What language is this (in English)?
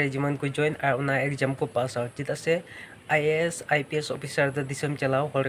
Santali